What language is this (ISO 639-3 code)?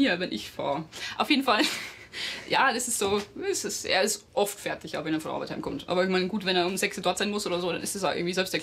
gsw